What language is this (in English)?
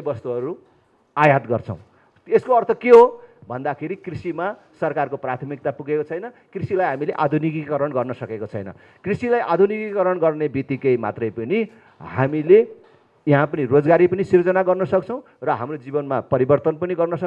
Nepali